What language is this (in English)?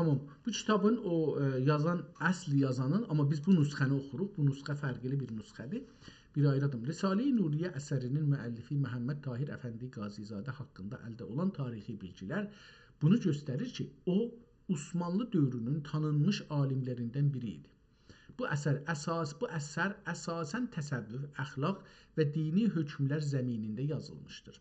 South Azerbaijani